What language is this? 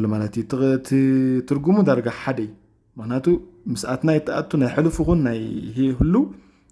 Tigrinya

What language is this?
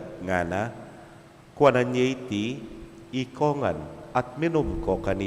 Pampanga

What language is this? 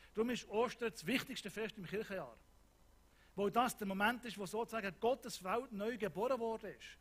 Swiss German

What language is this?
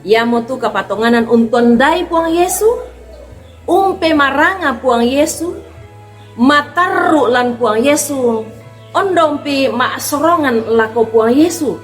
Toraja-Sa'dan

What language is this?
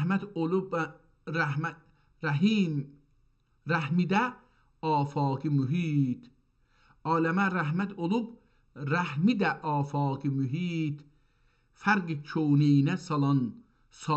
South Azerbaijani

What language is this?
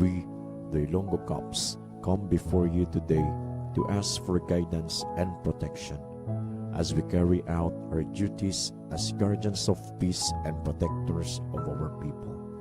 Hiligaynon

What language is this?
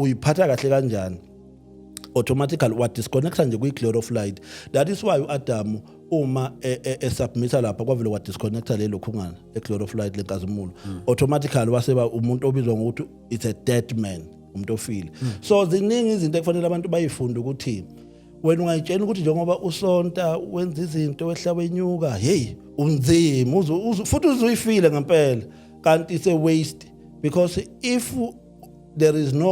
Zulu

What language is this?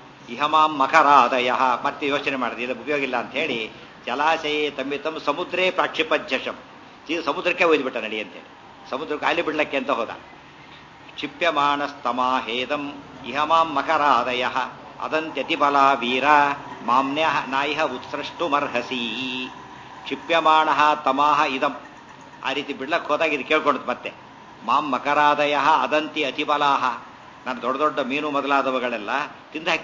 Kannada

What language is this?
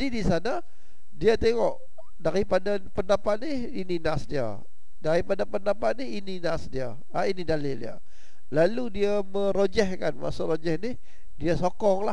Malay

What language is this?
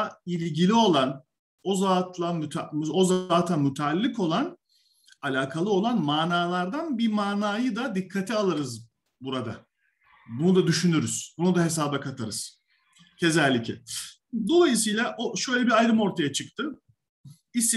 Turkish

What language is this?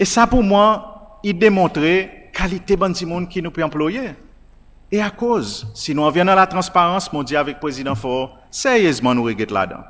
Seselwa Creole French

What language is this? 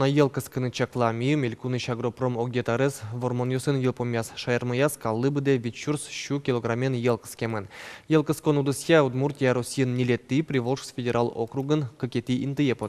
Udmurt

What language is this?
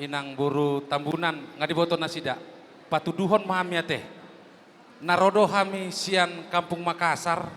Batak Toba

